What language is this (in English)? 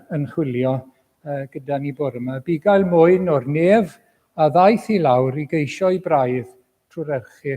Welsh